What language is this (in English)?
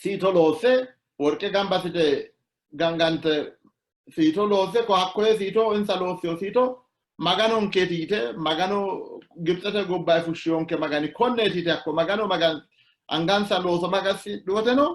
Sidamo